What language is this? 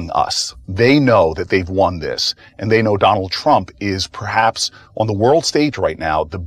English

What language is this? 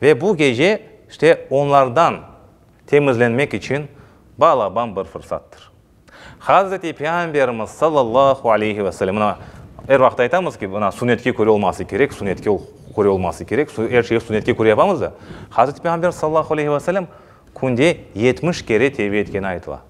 Crimean Tatar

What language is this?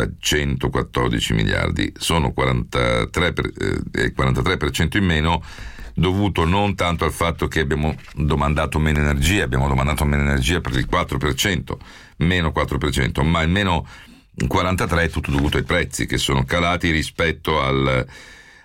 Italian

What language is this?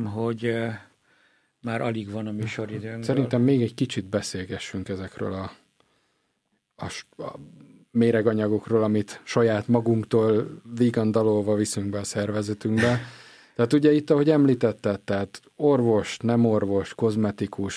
Hungarian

